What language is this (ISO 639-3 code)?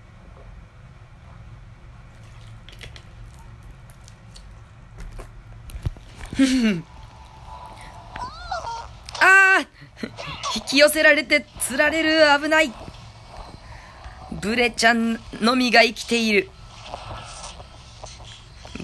jpn